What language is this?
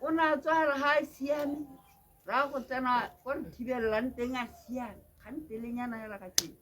Tswana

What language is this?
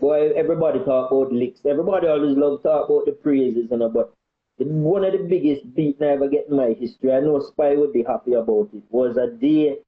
Jamaican Creole English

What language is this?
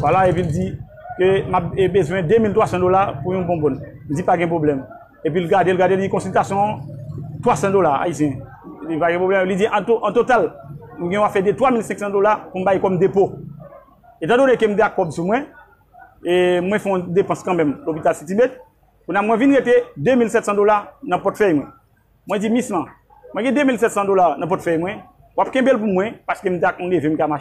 Haitian Creole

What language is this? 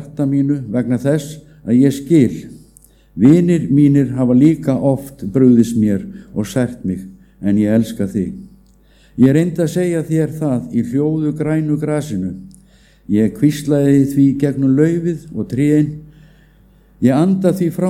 Icelandic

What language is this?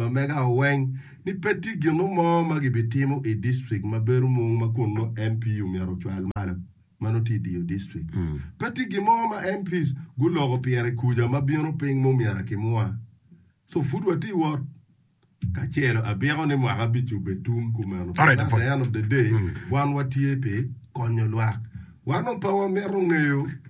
Acoli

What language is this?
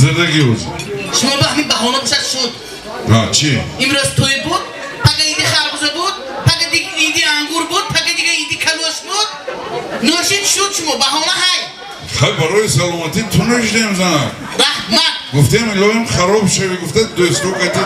Tajik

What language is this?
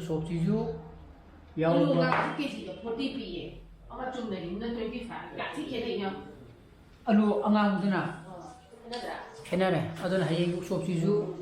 Manipuri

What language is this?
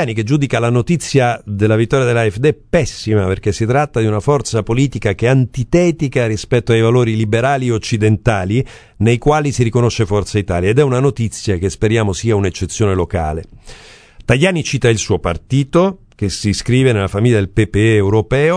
Italian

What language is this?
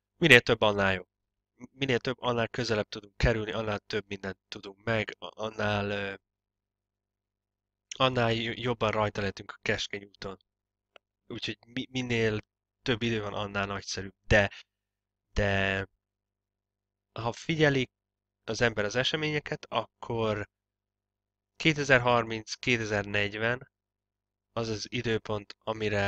Hungarian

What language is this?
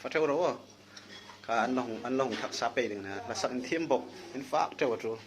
Hmar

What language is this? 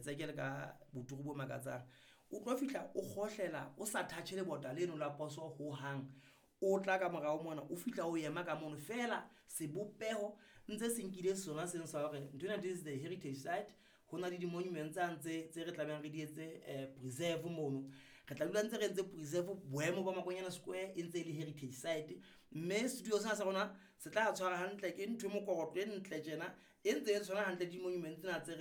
Southern Sotho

